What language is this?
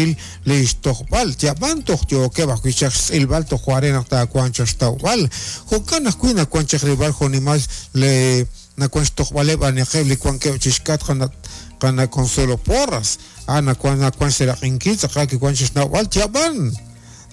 Kekchí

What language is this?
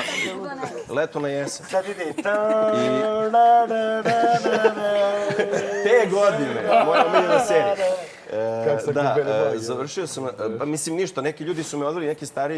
Serbian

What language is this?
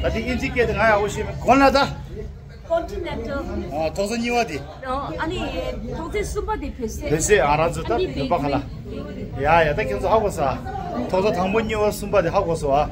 Tibetan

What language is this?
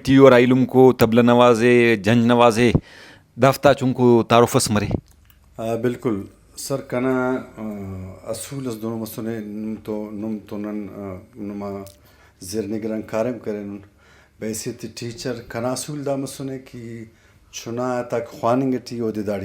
Brahui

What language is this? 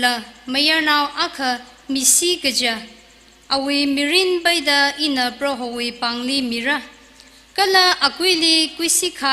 Tangkhul Naga (India)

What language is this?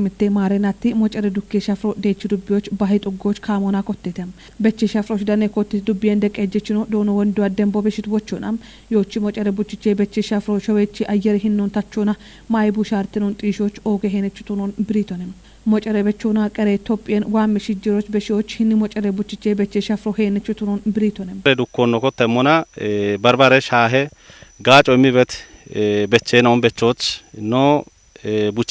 Kafa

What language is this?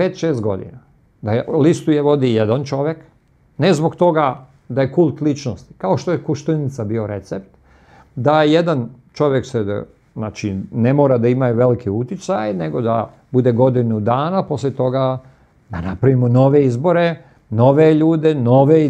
Serbian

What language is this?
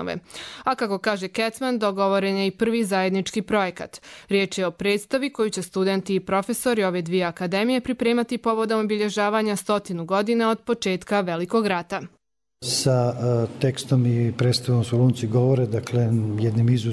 Croatian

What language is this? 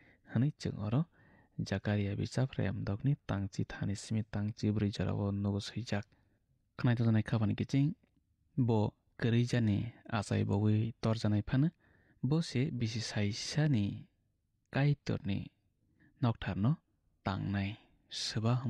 Kok Borok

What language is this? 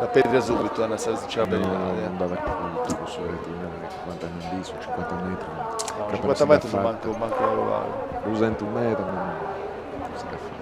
Sardinian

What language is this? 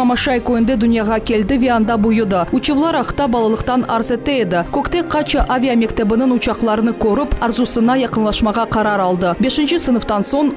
Crimean Tatar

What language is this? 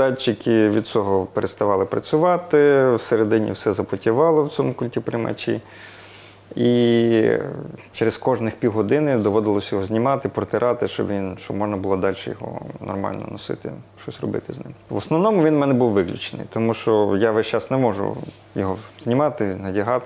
Ukrainian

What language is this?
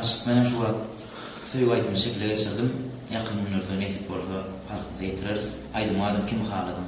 Turkmen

